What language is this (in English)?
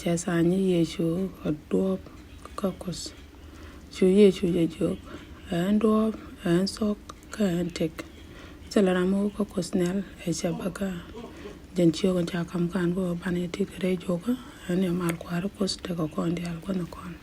Nuer